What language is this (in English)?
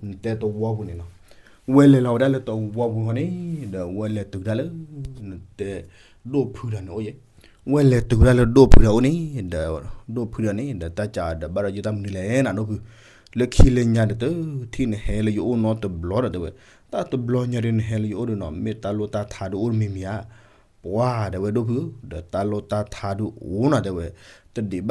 S'gaw Karen